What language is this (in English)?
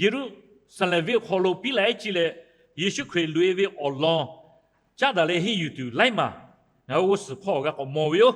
Lahu